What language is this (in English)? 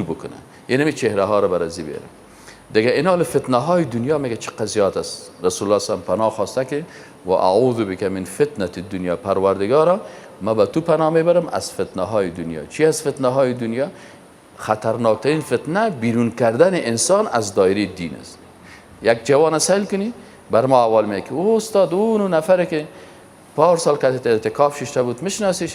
Persian